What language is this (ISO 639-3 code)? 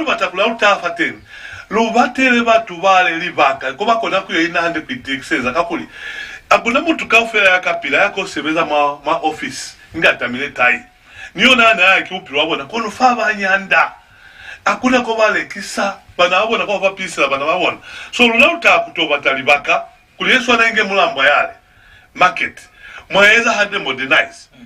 loz